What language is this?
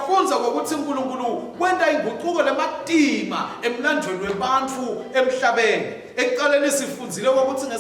Swati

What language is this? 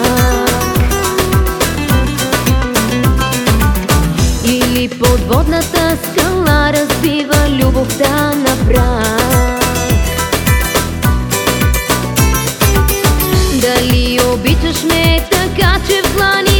Bulgarian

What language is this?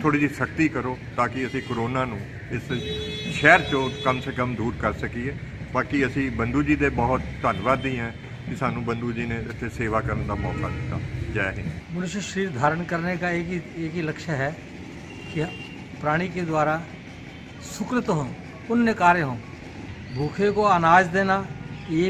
Punjabi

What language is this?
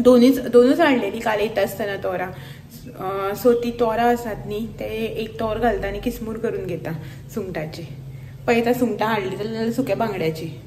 Konkani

